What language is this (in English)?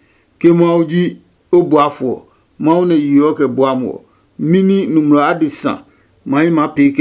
Adangme